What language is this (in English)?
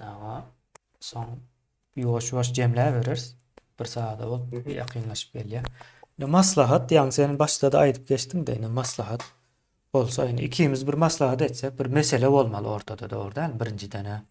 Turkmen